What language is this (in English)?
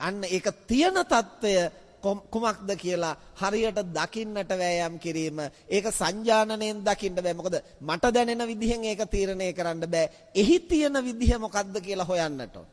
Sinhala